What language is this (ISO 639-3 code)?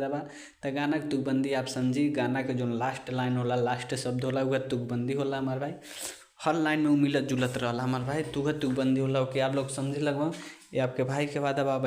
bho